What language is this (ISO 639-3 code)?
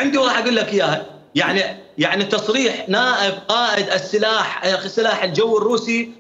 acm